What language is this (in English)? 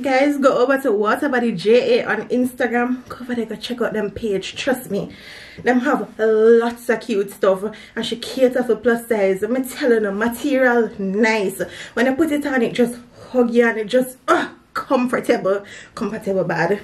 Jamaican Creole English